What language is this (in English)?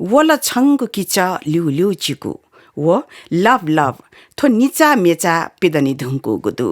Newari